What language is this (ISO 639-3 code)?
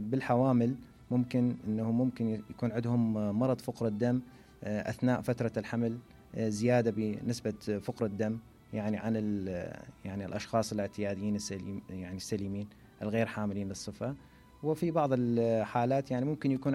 acm